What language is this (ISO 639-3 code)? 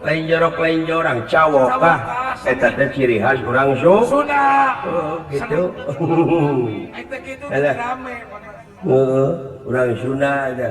sun